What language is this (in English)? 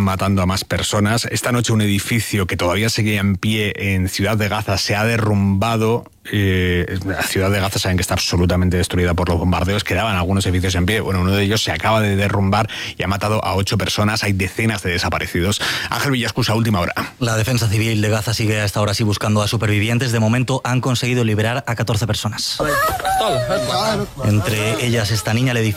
Spanish